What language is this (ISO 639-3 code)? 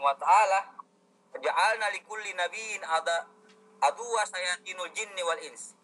yka